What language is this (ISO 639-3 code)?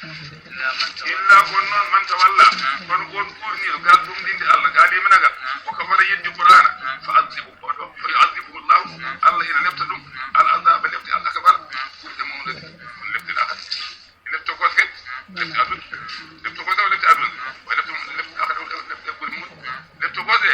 ful